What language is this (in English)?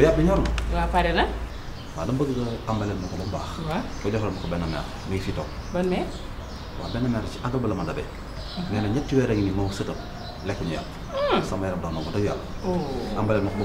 Wolof